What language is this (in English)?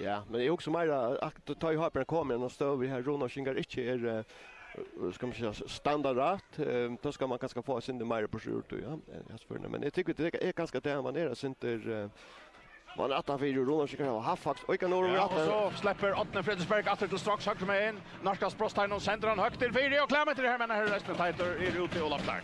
Faroese